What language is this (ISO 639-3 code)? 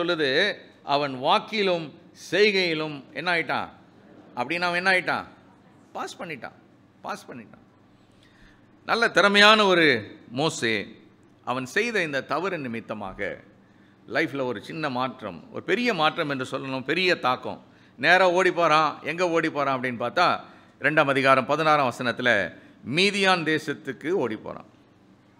tam